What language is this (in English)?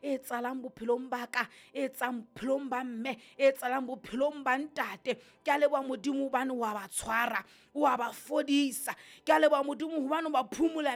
Southern Sotho